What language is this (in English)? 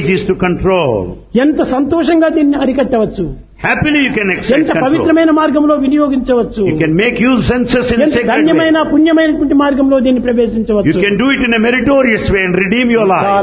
Telugu